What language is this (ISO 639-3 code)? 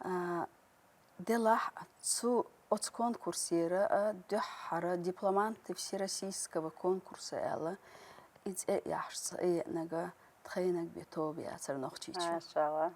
che